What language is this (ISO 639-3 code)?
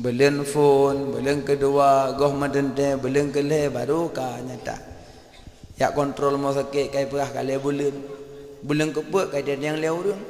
ace